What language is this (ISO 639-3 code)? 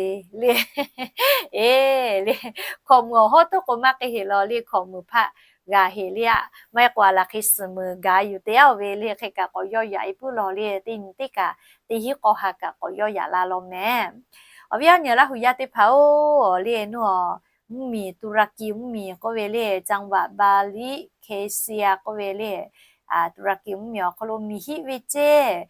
lhu